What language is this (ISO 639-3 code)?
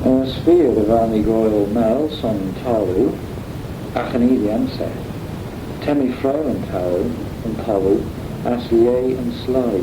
glv